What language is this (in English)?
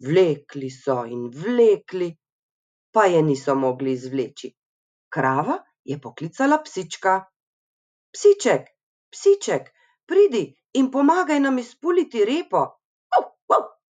Slovenian